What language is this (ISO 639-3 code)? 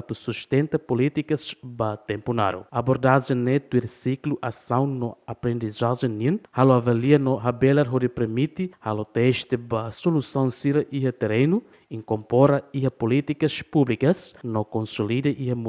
tet